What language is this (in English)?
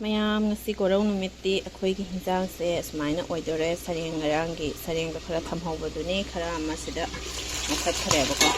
Manipuri